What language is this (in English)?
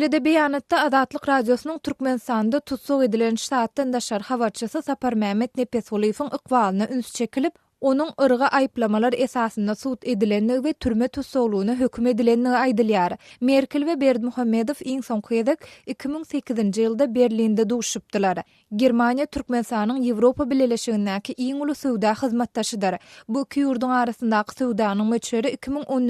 Turkmen